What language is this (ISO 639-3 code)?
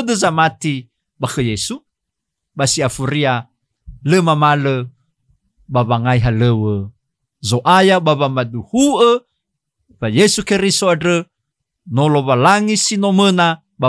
nia